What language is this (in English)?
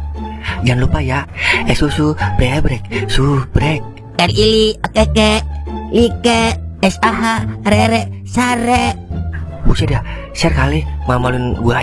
Betawi